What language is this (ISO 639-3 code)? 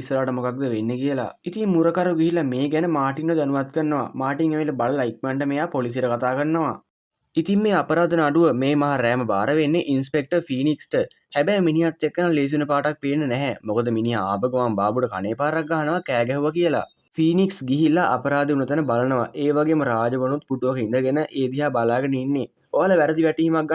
sin